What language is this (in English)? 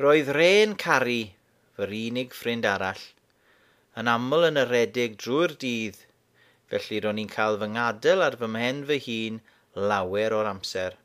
Welsh